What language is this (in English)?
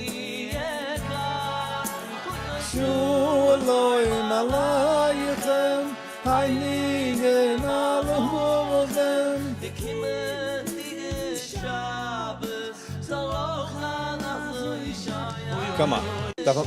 Yiddish